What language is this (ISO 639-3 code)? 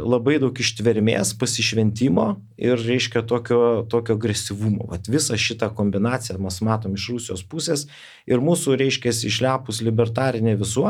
lit